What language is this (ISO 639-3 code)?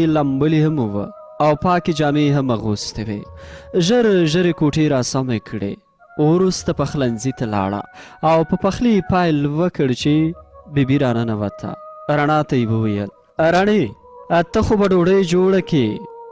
pus